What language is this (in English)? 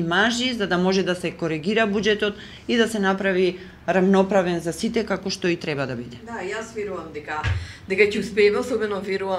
Macedonian